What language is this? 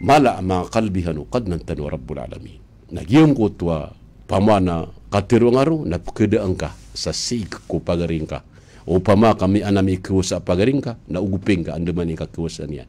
Maranao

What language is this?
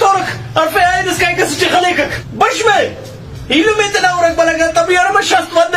Brahui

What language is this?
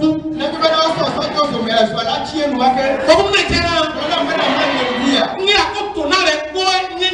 Ifè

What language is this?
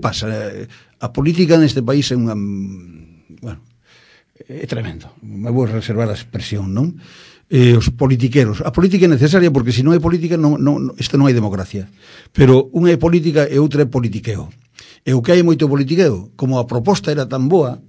Galician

